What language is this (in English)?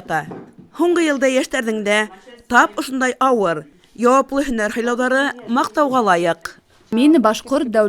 Bashkir